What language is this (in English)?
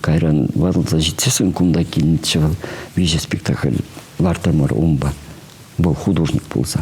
Chuvash